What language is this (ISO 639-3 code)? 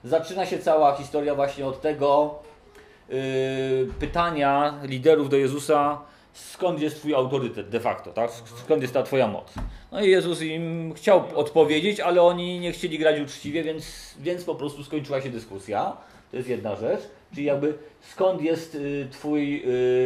pol